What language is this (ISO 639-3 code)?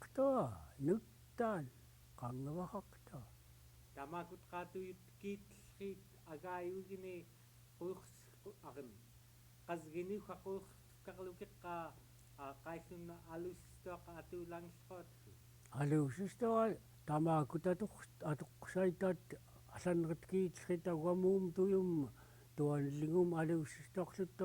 esu